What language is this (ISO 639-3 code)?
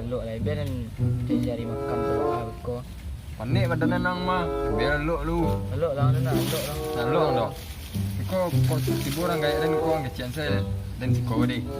min